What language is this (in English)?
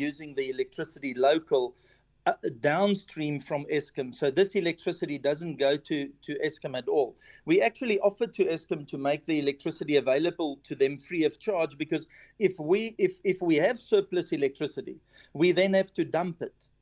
English